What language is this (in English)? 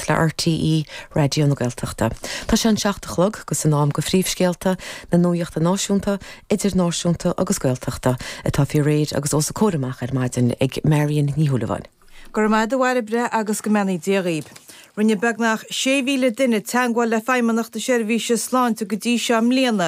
Irish